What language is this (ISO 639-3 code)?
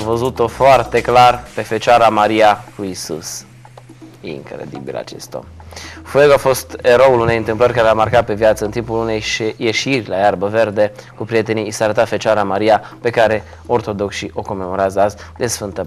ron